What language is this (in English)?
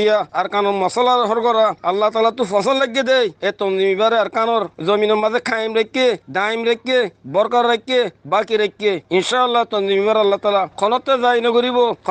Rohingya